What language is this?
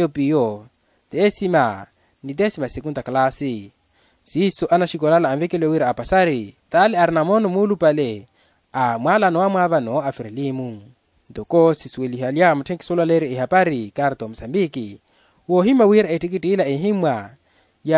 Makhuwa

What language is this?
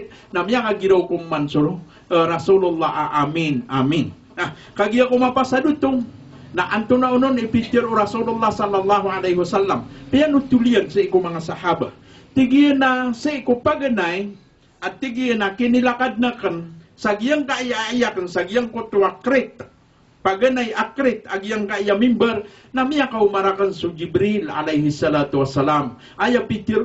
Maranao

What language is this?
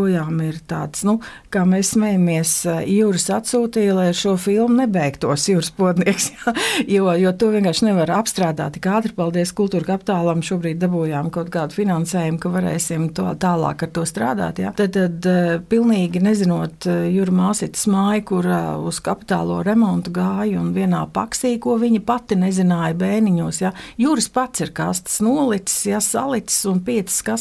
Latvian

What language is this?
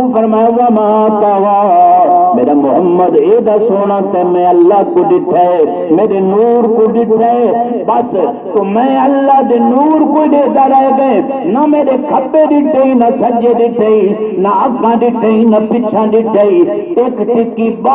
Saraiki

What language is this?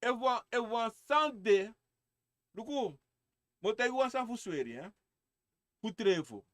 Sranan Tongo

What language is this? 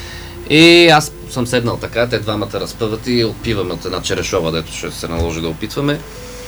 Bulgarian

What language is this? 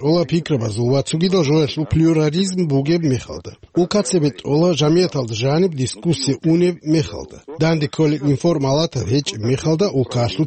Avaric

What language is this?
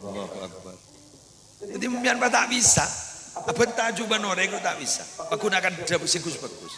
Madurese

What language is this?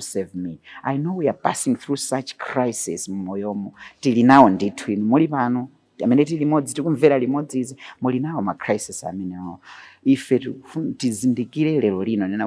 Nyanja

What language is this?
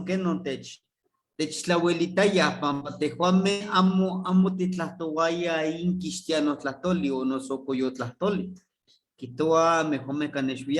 Eastern Huasteca Nahuatl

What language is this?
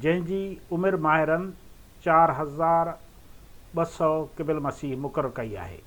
Sindhi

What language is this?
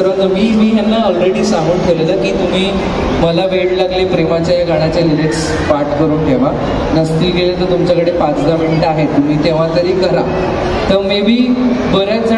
Marathi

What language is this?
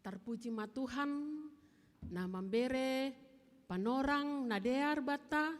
Batak Simalungun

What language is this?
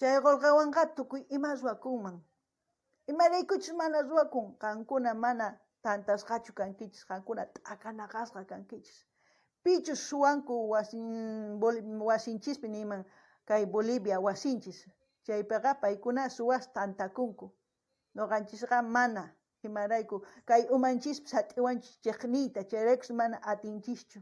South Bolivian Quechua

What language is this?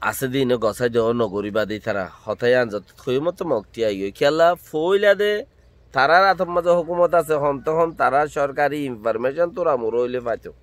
Rohingya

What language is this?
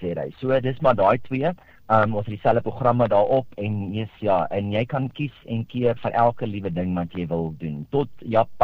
Afrikaans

